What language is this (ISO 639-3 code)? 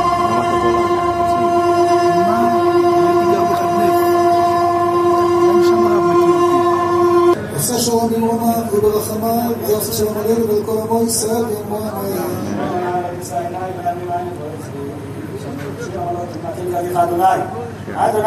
heb